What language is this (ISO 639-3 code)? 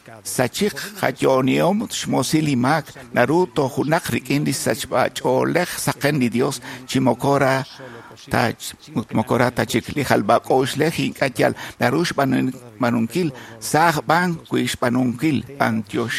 kek